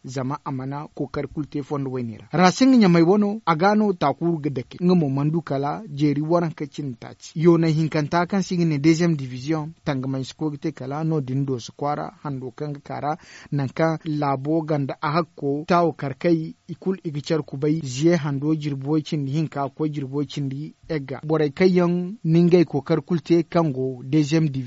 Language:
Zarma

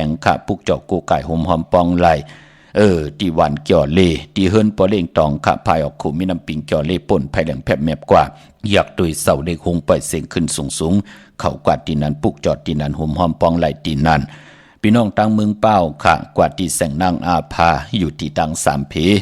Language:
Shan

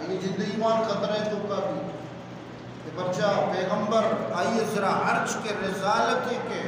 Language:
Eastern Balochi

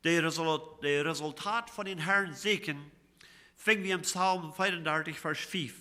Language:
Plautdietsch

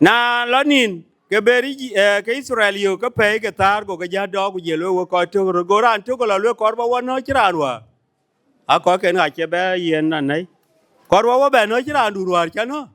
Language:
Dinka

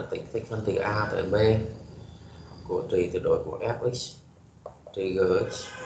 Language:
Vietnamese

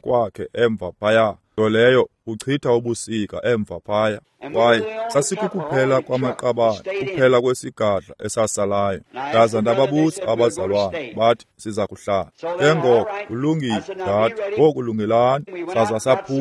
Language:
Xhosa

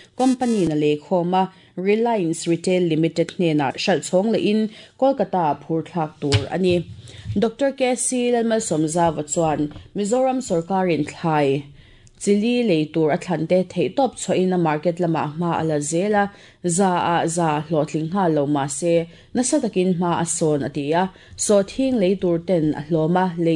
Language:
Mizo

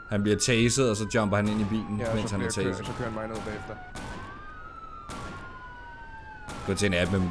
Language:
Danish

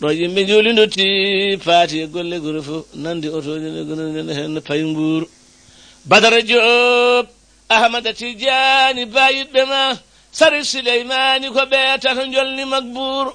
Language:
Fula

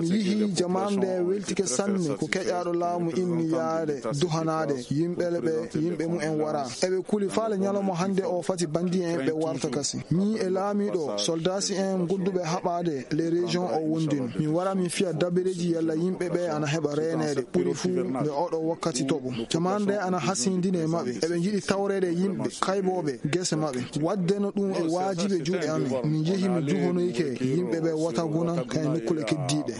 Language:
Fula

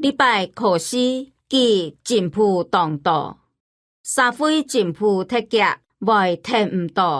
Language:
Hakka Chinese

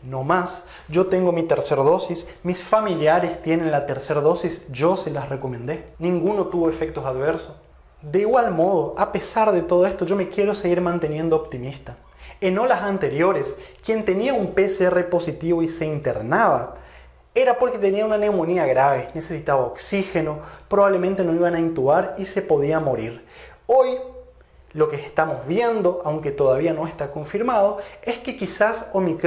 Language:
Spanish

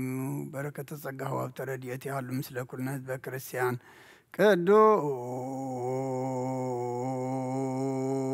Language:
Geez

